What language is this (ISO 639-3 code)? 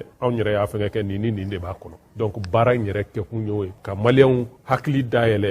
bam